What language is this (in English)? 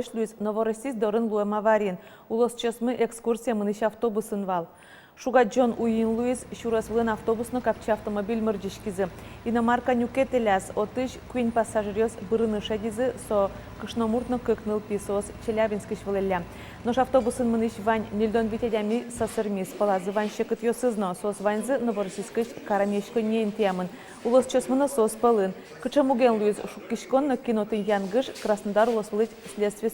Udmurt